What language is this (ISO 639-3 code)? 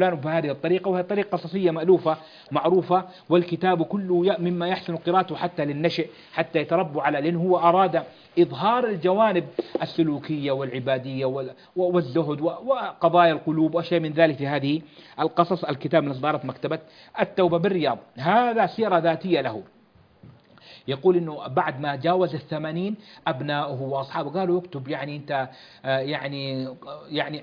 ara